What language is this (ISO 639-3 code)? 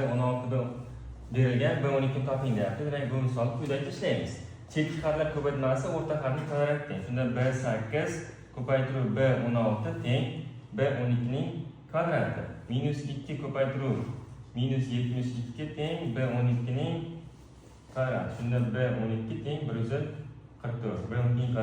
uzb